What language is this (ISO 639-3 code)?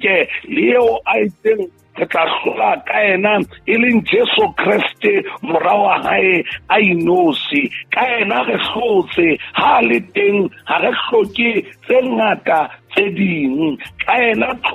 sot